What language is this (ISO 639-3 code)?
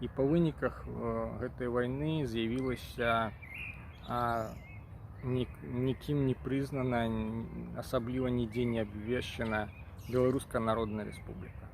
bel